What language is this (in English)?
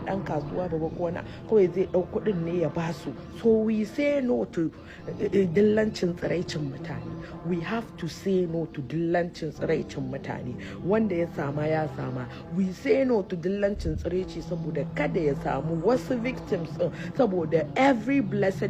Hausa